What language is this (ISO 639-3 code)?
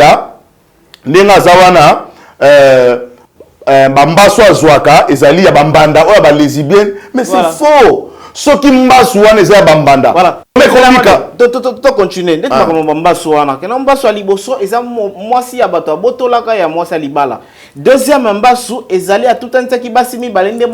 lin